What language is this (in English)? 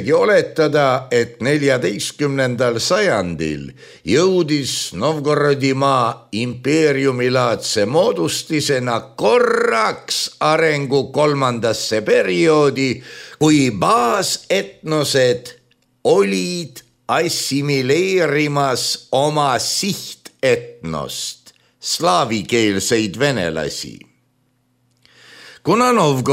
Estonian